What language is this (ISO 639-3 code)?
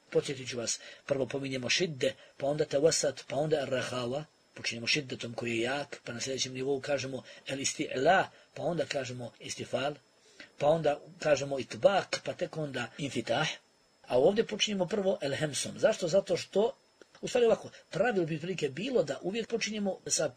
bos